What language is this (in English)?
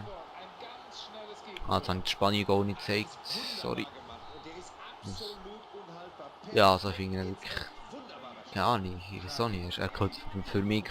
Swiss German